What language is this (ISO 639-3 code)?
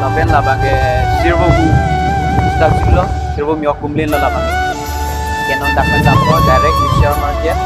mjw